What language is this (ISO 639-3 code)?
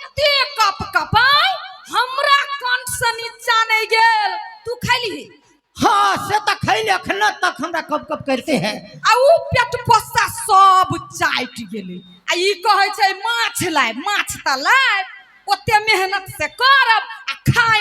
mai